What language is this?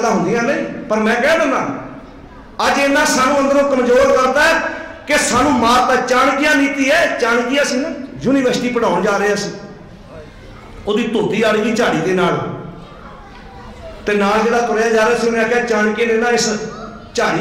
Punjabi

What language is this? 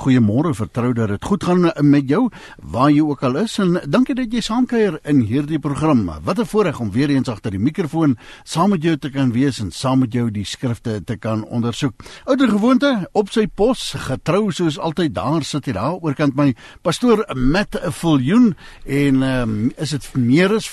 Afrikaans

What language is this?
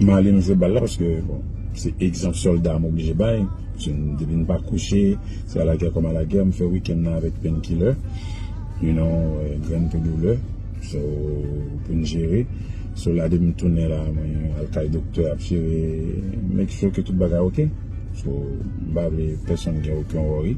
Haitian Creole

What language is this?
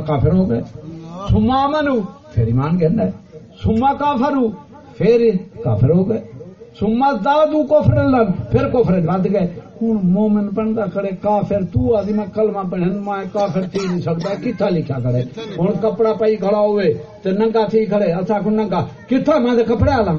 Saraiki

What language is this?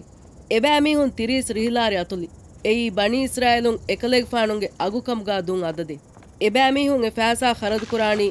Divehi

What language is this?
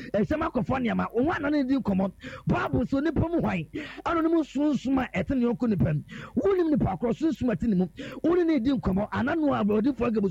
Akan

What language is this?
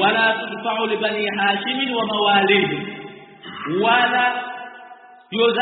Swahili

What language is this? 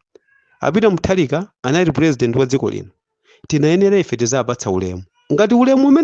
Nyanja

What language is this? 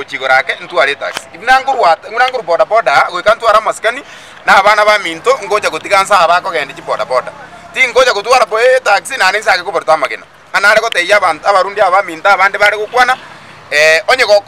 Gusii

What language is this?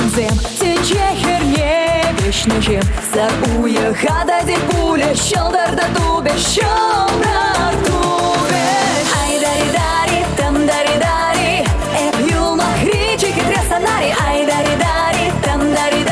Chuvash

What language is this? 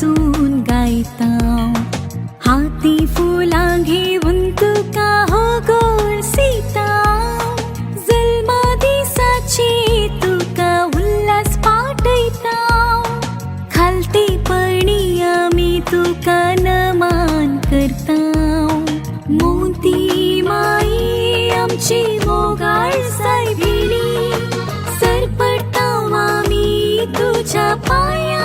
Konkani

